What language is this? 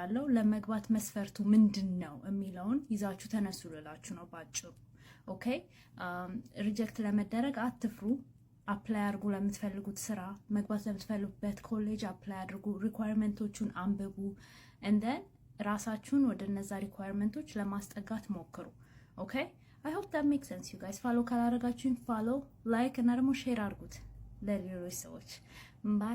Amharic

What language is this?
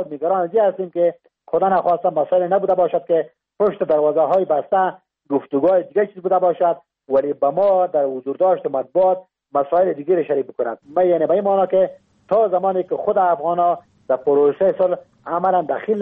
Persian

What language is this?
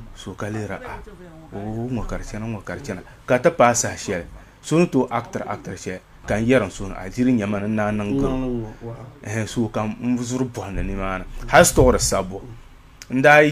Dagbani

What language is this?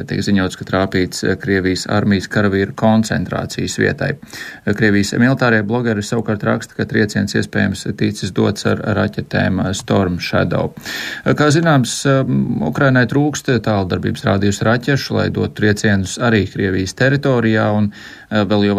Latvian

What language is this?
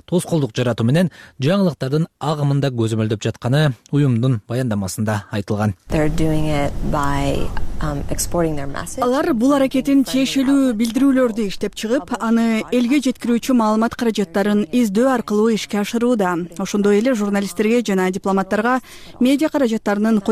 Kyrgyz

